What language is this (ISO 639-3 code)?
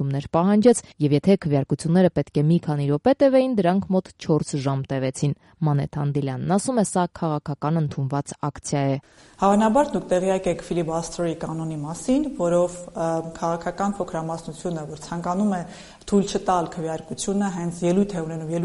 hye